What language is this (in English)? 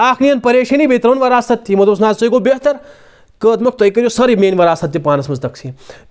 Kashmiri